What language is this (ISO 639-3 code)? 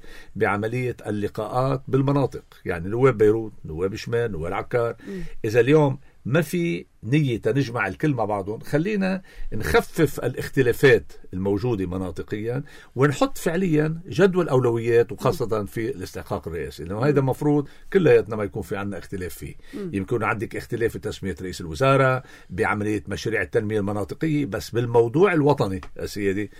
apc